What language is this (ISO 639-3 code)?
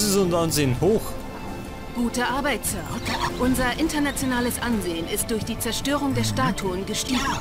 bar